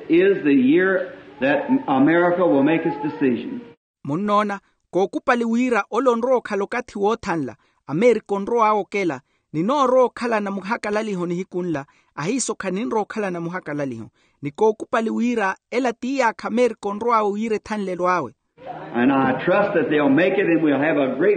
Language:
Makhuwa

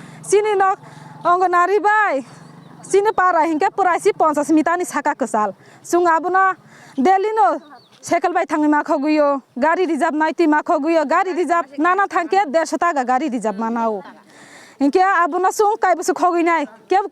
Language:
Kok Borok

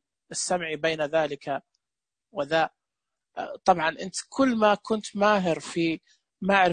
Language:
Najdi Arabic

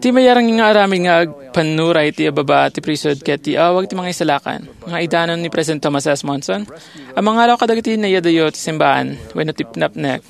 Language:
Iloko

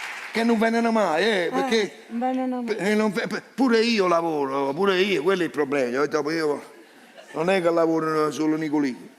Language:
Neapolitan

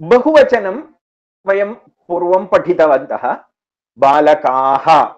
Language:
Sanskrit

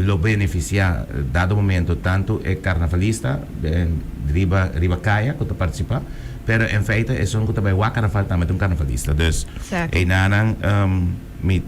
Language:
Papiamento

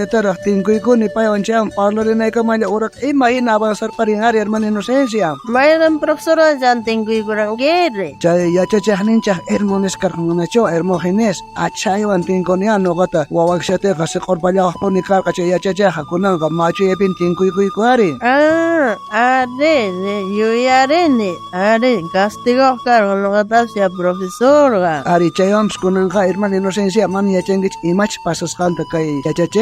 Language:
South Bolivian Quechua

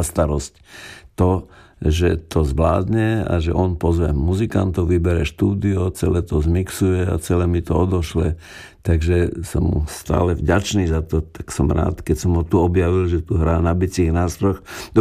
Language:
Slovak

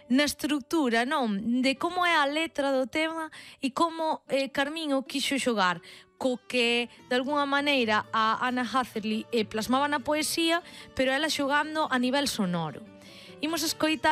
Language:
Galician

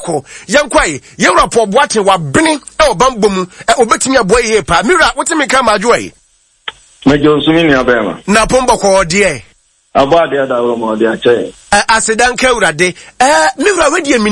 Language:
Akan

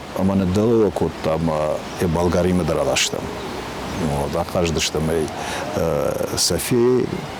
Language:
Ossetic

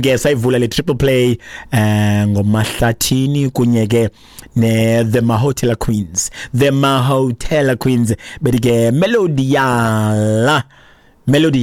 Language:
Xhosa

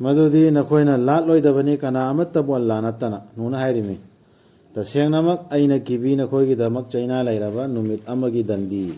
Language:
Manipuri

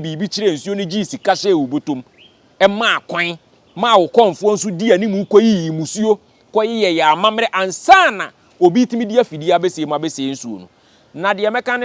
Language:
Akan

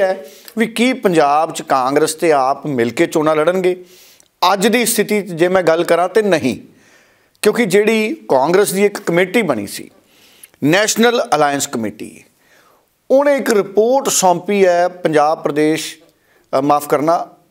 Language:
Punjabi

